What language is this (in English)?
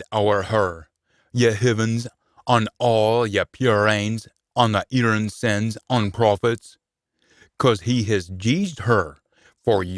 Scots